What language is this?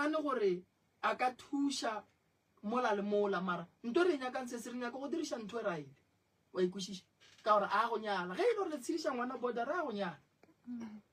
Northern Sotho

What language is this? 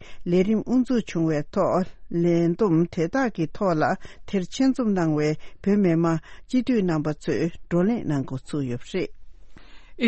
Tibetan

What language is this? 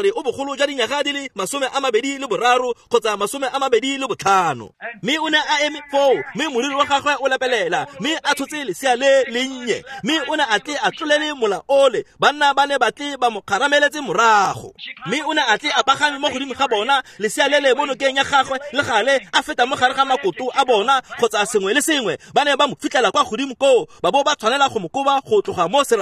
Tswana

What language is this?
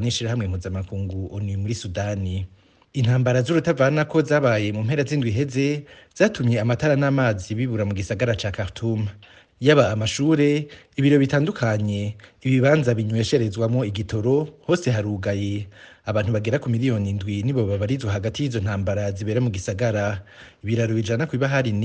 Rundi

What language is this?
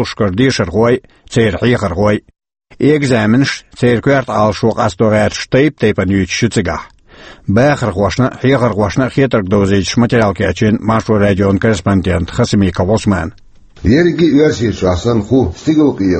Chechen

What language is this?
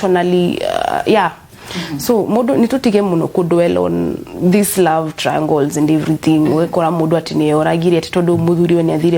Kikuyu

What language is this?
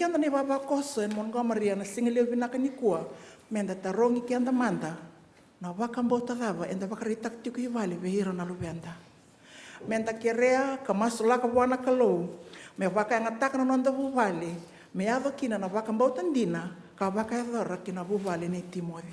Fijian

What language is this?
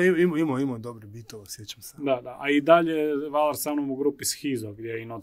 Croatian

